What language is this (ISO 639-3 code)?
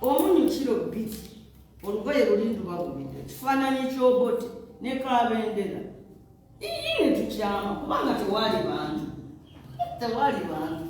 lug